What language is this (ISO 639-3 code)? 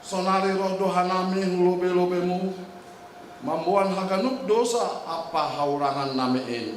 bts